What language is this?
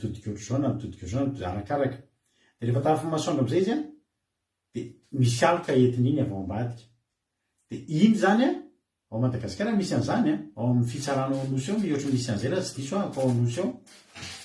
Malagasy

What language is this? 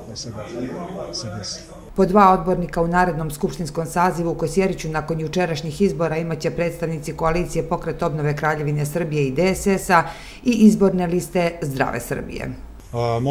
Serbian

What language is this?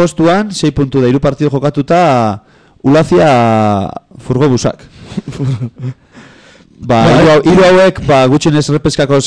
Basque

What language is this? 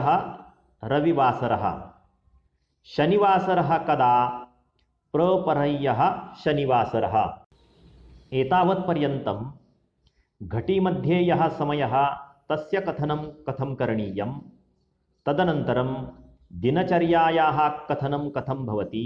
Sanskrit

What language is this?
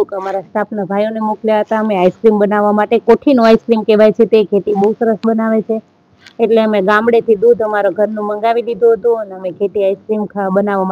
Gujarati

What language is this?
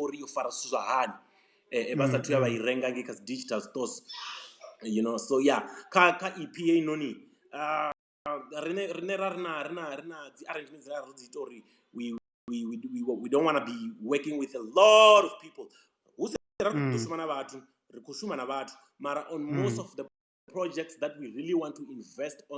Venda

